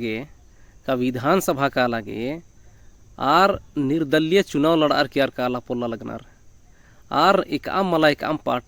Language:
Kurukh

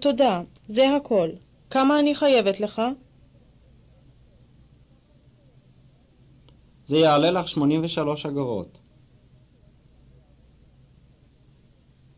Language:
Hebrew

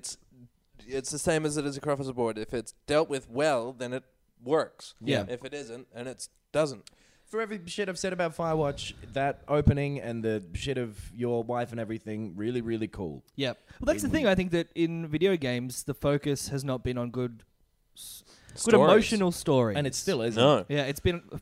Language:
English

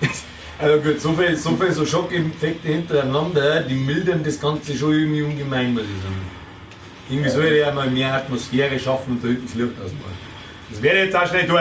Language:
Bavarian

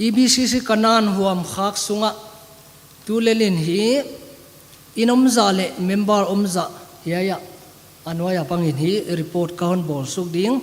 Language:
Paite Chin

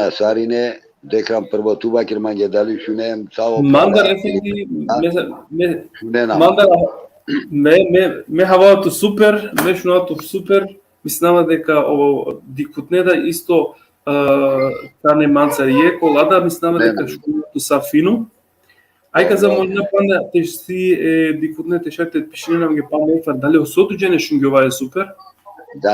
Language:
Balkan Romani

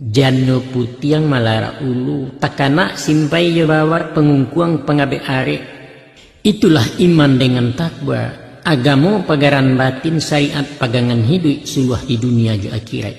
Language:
Minangkabau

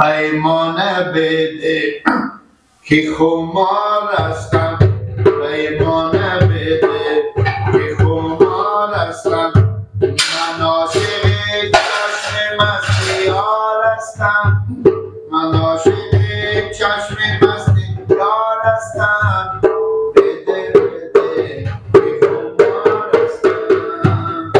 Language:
Persian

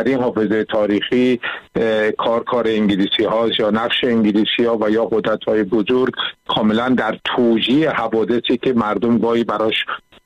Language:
Persian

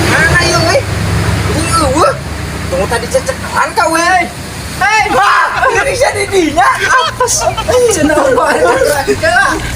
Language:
Sundanese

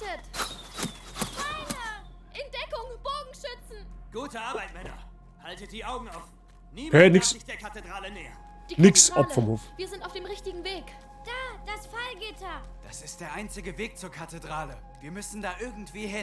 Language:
Bavarian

